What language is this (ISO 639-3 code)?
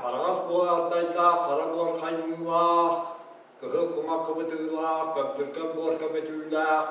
sah